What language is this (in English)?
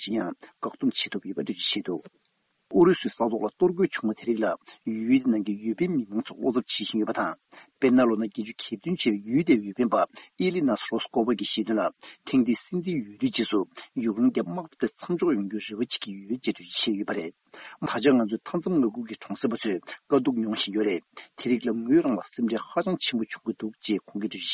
Tibetan